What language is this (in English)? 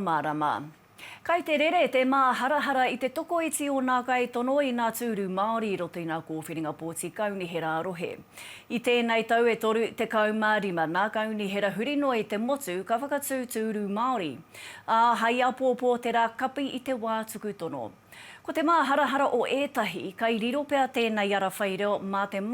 Māori